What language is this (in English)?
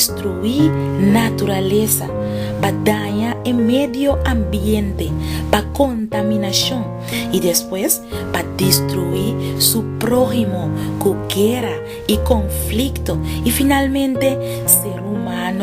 Papiamento